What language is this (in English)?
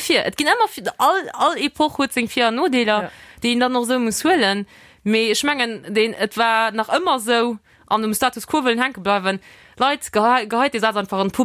Luxembourgish